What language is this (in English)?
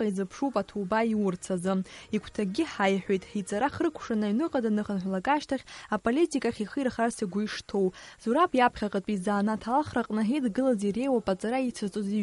Abkhazian